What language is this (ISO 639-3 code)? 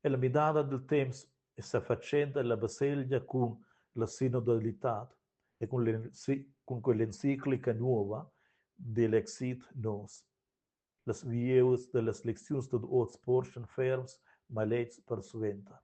roh